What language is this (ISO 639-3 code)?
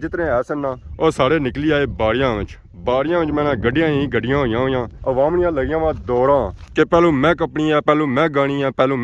phr